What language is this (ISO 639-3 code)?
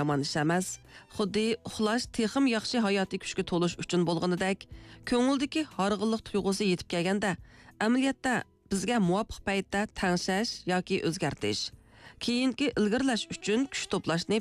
uig